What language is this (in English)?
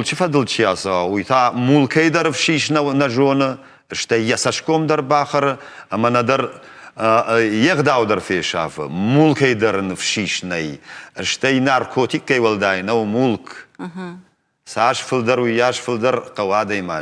Ossetic